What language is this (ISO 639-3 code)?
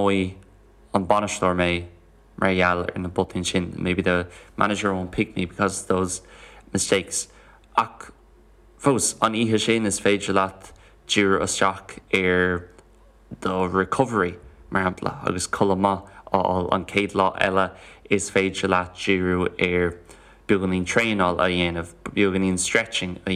gle